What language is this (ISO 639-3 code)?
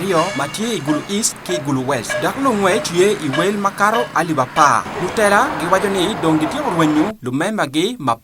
ach